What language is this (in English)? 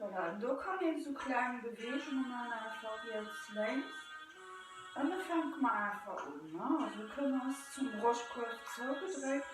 Luxembourgish